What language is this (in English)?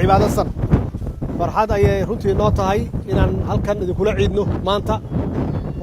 Somali